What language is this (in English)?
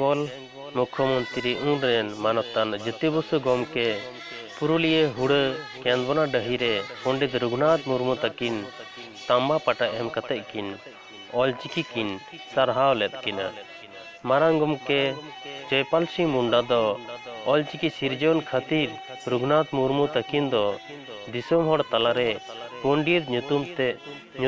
Santali